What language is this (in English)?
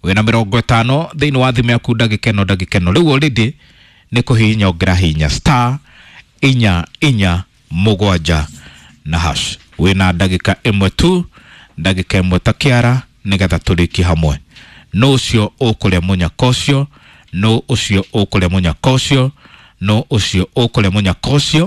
Kikuyu